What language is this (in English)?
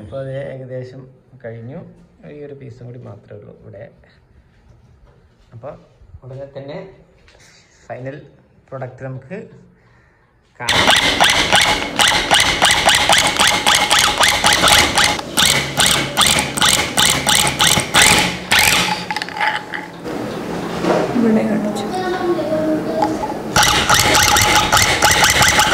Malayalam